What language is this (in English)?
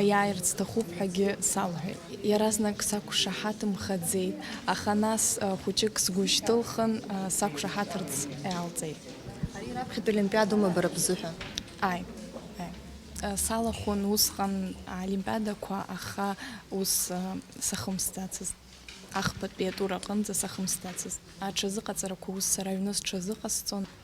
Abkhazian